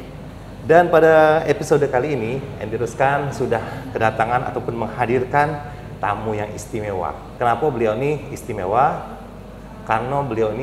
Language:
Musi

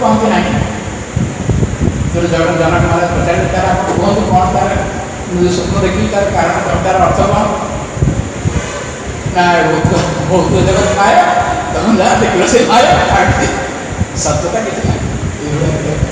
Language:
Odia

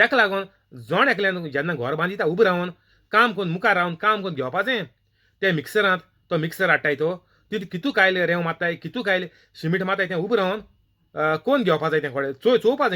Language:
Konkani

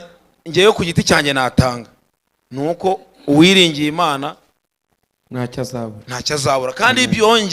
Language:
Kinyarwanda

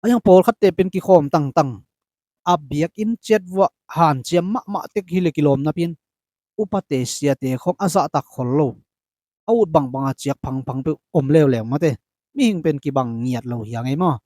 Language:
Tedim Chin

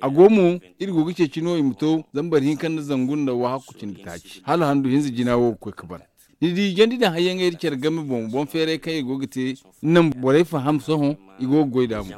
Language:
Zarma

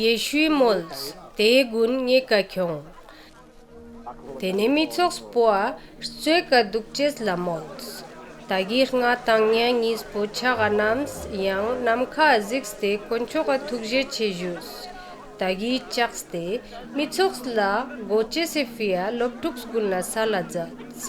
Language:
Ladakhi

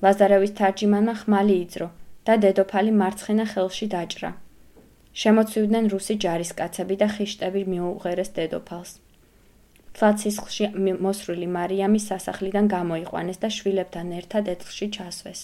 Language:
Georgian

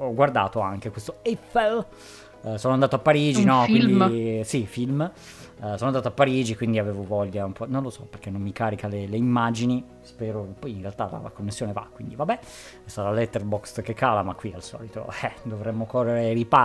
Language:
Italian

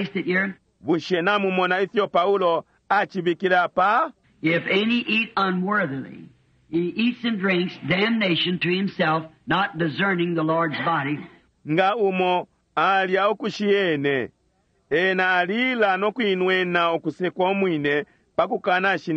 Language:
Bemba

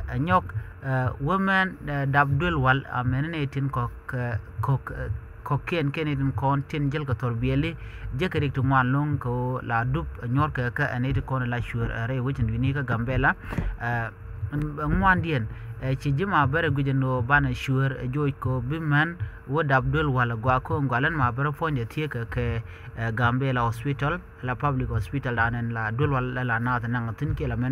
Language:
Nuer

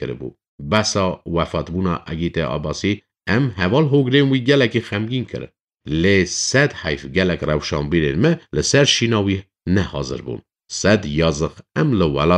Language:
Kurdish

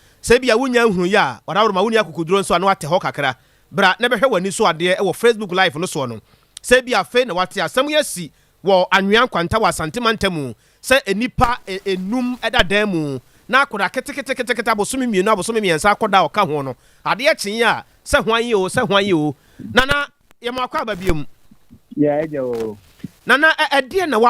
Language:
Akan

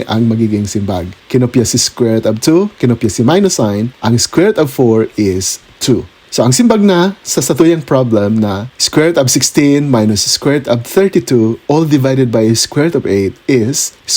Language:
Bikol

